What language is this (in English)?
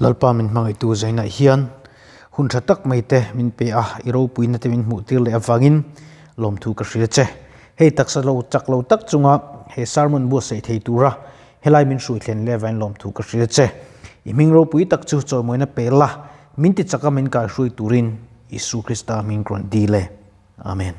Mizo